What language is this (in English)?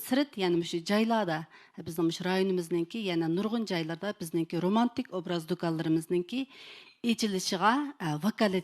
Uyghur